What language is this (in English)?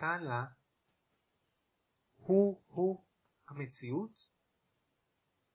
Hebrew